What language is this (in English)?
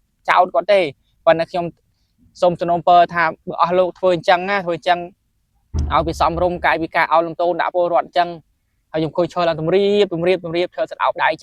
Khmer